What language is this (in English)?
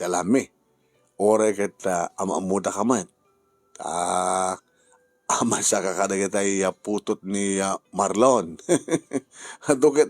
Iloko